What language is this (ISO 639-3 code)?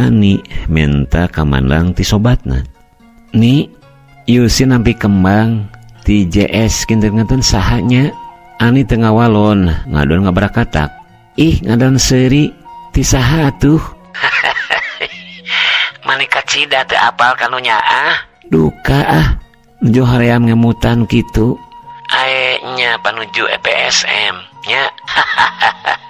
sun